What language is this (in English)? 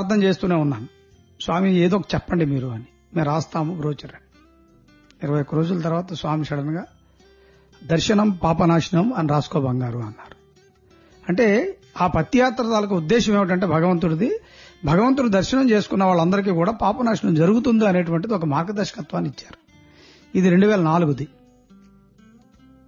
Telugu